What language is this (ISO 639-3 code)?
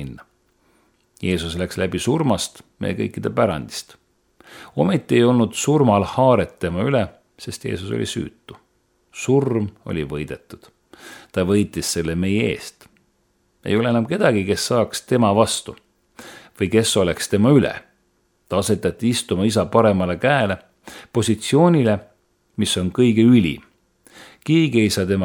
est